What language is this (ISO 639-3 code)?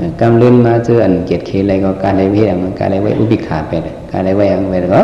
shn